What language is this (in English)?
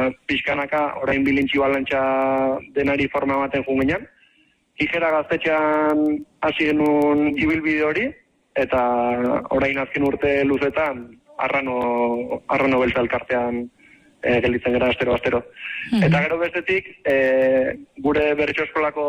Basque